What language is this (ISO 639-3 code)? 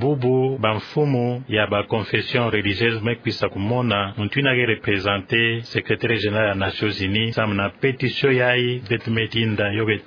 ktu